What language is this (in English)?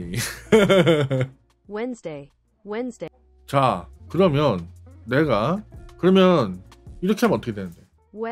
Korean